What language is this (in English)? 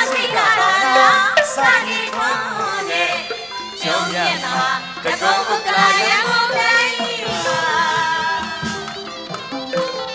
Burmese